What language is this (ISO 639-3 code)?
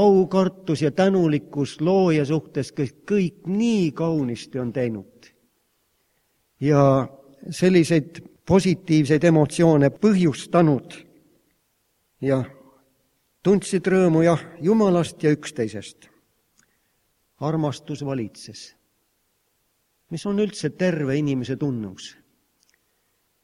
est